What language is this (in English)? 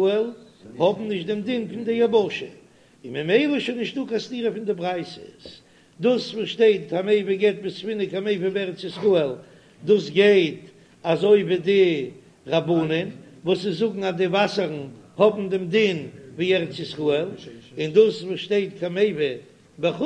Yiddish